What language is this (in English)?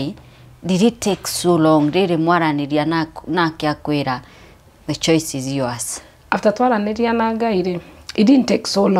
Kikuyu